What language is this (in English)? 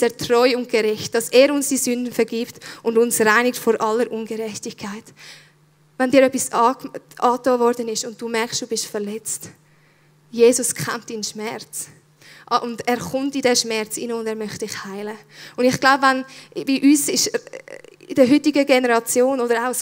Swiss German